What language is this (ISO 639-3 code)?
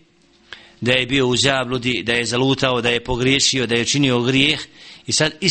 bos